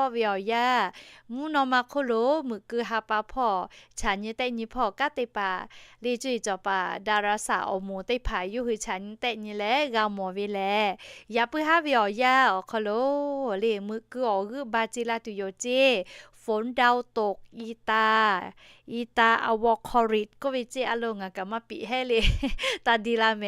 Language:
Lahu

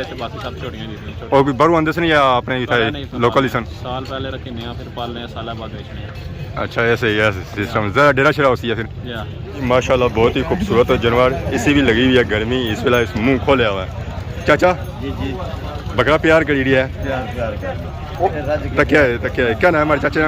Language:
Pahari-Potwari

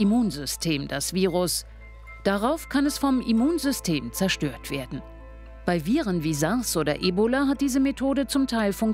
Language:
Swiss German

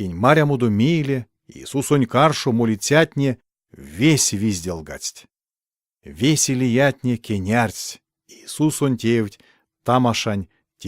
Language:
Erzya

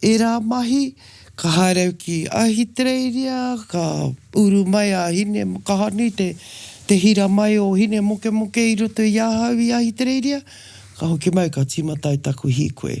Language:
Māori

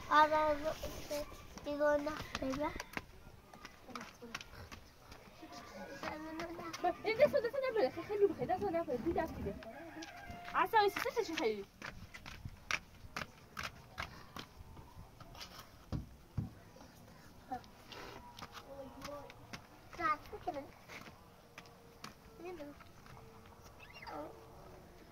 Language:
Persian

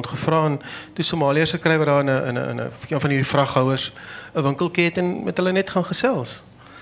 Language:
Afrikaans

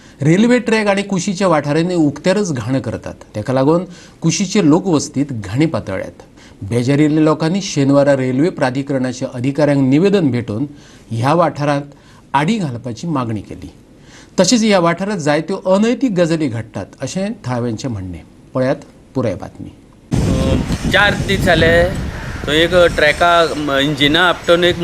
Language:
Konkani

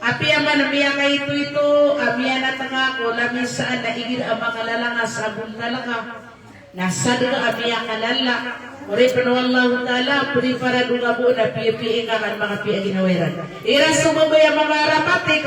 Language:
Maranao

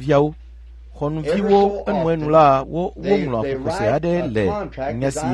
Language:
Ewe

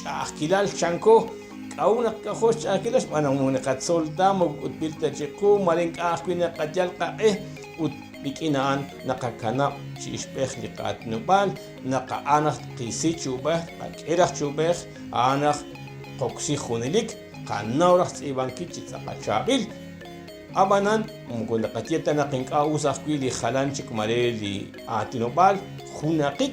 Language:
Kekchí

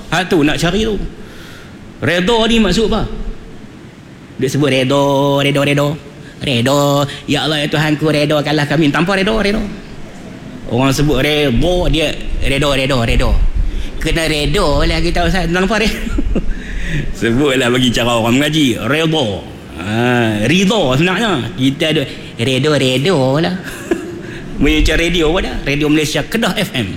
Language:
Malay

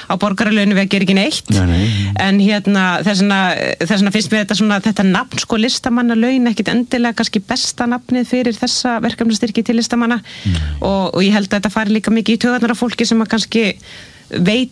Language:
Icelandic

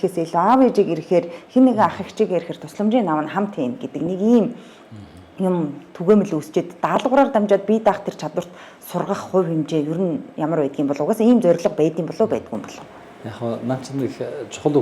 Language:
Mongolian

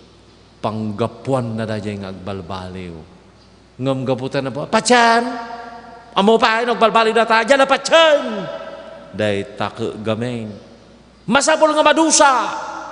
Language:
Iloko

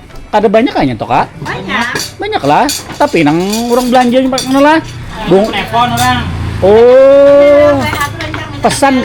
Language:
Banjar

